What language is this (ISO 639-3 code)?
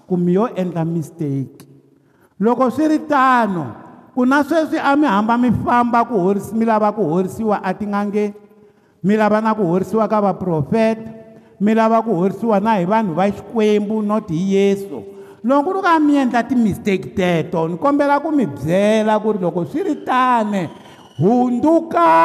tso